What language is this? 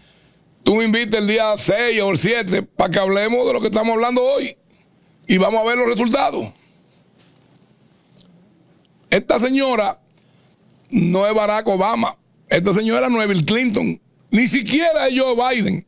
Spanish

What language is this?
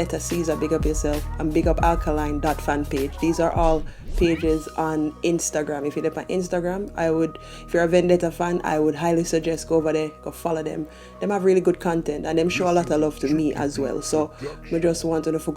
Jamaican Creole English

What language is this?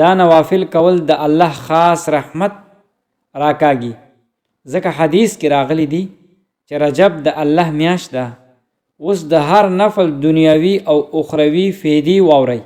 Pashto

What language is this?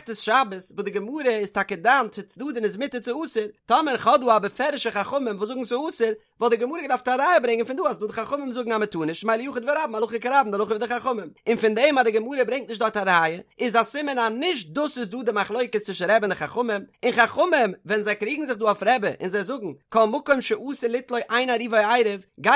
Yiddish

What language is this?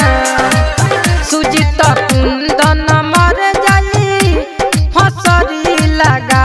Bhojpuri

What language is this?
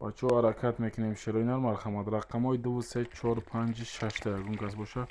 Tajik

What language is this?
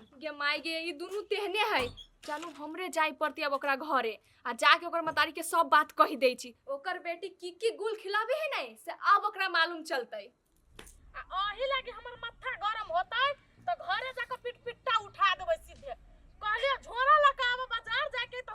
Maithili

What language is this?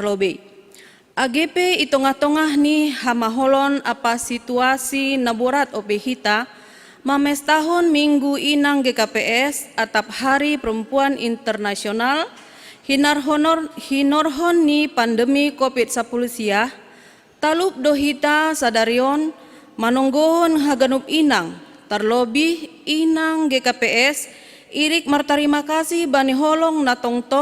Batak Simalungun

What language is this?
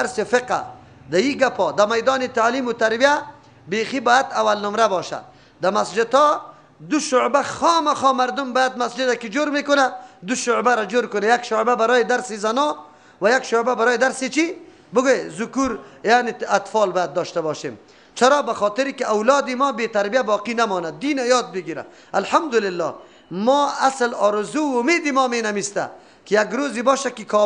Persian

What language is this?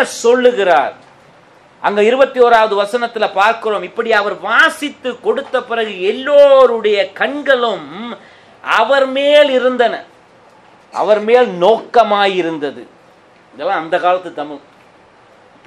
Tamil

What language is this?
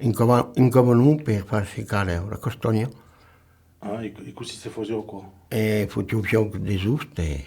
Occitan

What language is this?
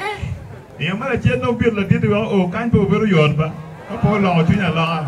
Acoli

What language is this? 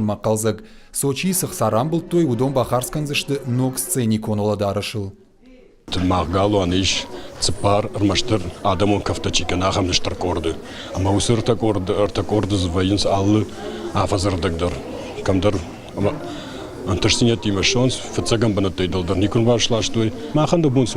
Ossetic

